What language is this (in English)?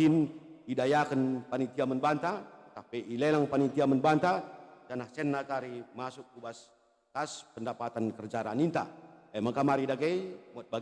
Batak Karo